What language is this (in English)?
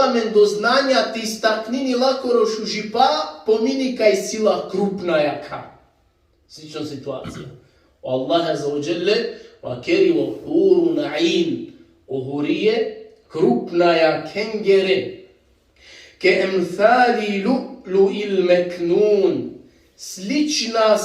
Balkan Romani